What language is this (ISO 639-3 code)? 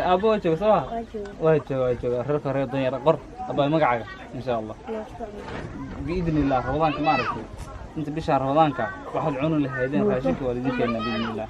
som